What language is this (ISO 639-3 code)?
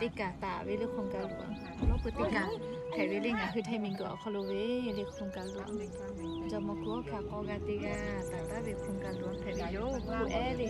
lhu